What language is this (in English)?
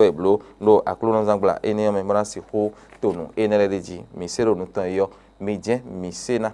Fon